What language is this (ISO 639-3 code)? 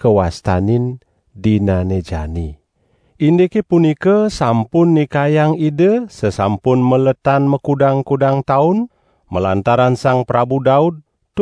ban